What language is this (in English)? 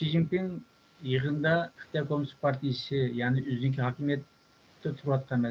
Uyghur